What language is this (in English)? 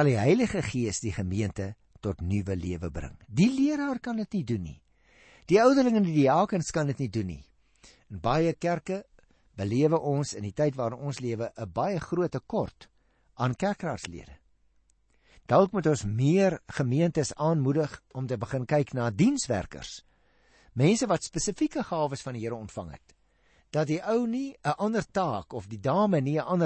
Afrikaans